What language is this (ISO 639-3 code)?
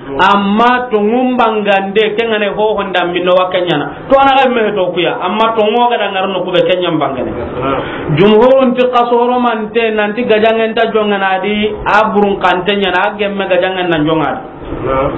snk